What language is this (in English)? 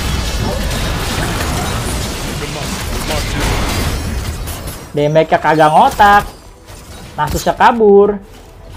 Indonesian